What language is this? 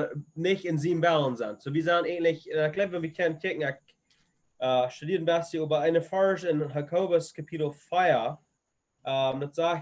Plautdietsch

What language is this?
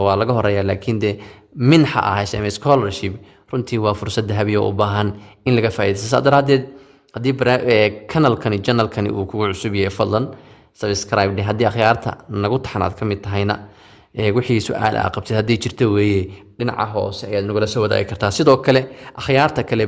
Somali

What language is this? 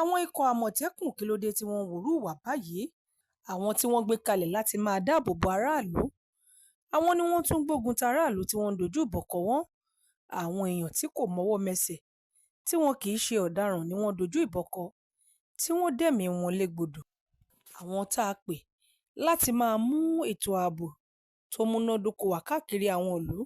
Yoruba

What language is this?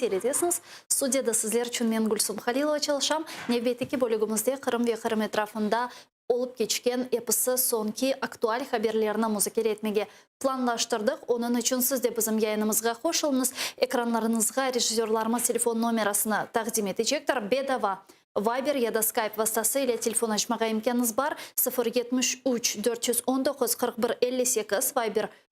Crimean Tatar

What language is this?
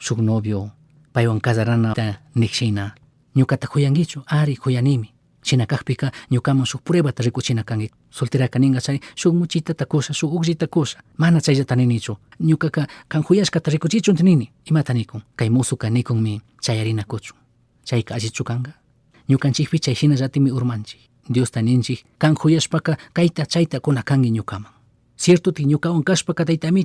Chimborazo Highland Quichua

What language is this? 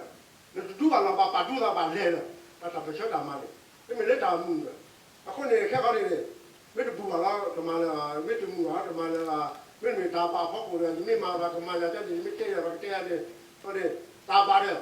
S'gaw Karen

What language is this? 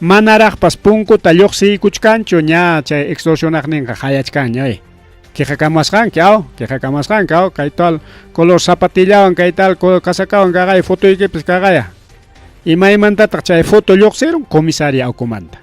Ayacucho Quechua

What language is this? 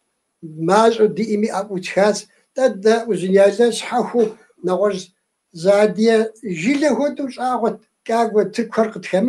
Kabardian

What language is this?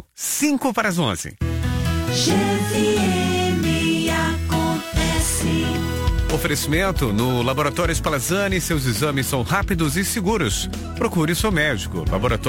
Portuguese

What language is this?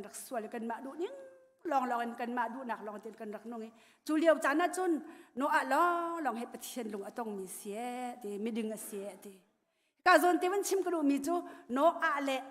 Hakha Chin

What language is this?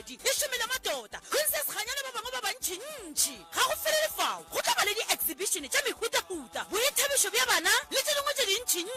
Northern Sotho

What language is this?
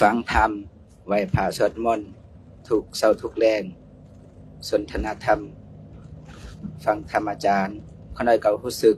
Lao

